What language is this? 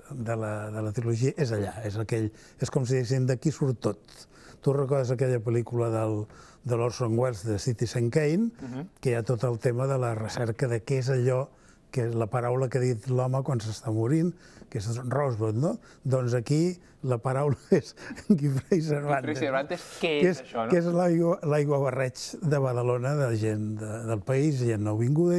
Catalan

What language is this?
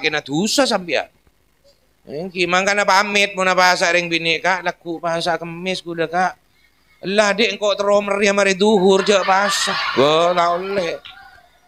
Madurese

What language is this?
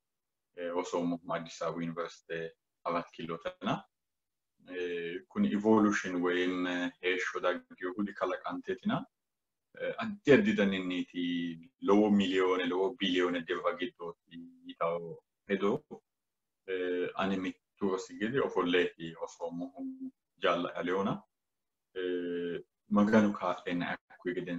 Sidamo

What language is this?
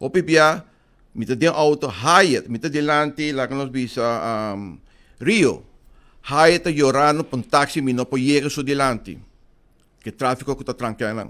Papiamento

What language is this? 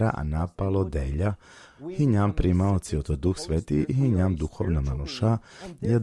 Balkan Romani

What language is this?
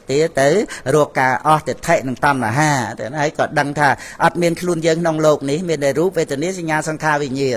Khmer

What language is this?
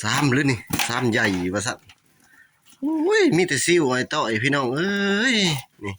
Lao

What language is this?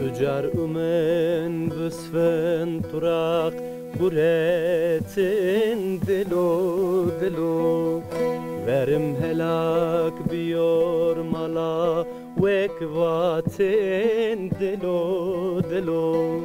Zaza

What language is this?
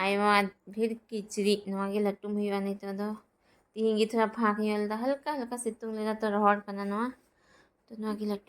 Santali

